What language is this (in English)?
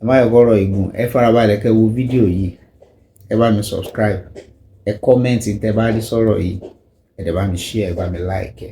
Yoruba